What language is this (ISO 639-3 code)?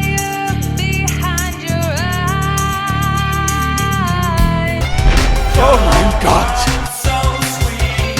bar